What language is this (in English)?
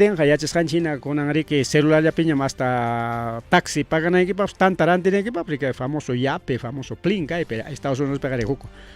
Ayacucho Quechua